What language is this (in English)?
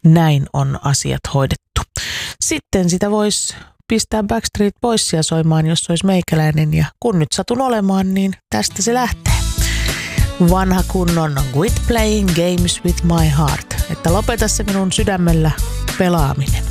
Finnish